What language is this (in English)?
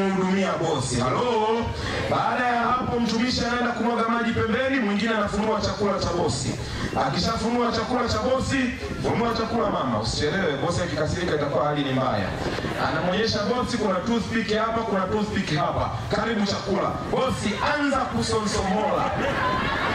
Swahili